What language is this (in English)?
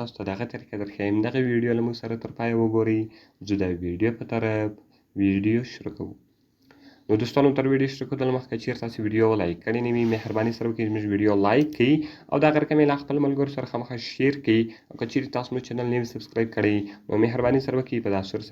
Pashto